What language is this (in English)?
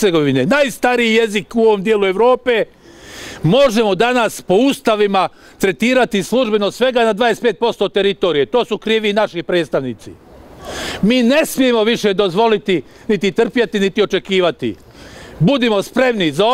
Bosnian